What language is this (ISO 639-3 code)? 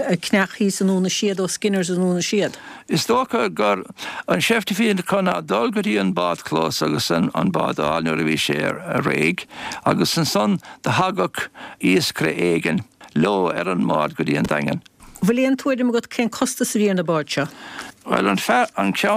gle